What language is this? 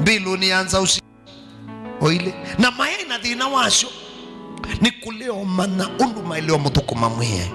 Kamba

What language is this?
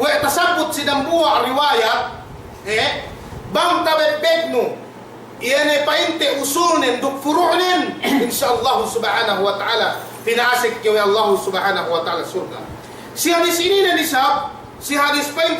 Yakan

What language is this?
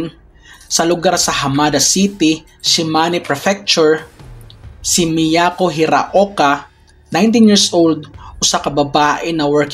Cebuano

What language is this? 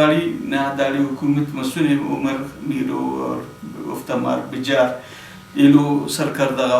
Brahui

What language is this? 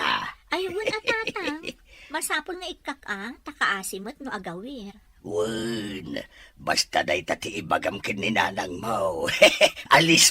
Iloko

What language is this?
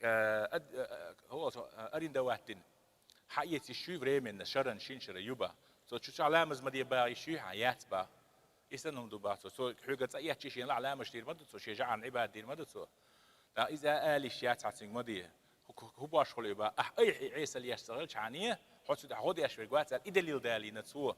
Chechen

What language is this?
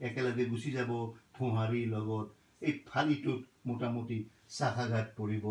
Assamese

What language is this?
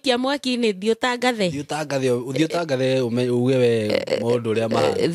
Kikuyu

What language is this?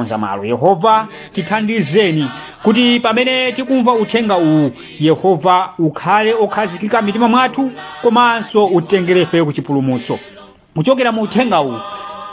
Nyanja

